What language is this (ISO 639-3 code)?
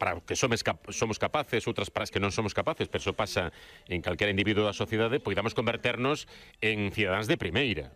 glg